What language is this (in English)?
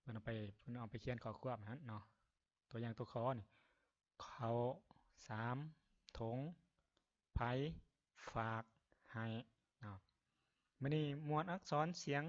Lao